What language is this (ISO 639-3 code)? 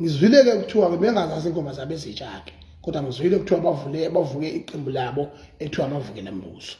zul